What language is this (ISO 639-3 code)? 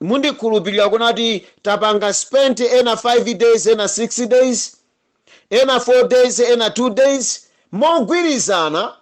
nya